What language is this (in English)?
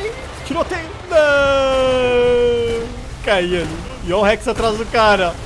Portuguese